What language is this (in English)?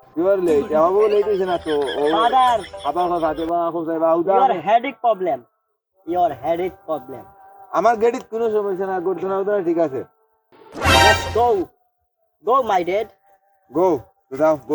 Sylheti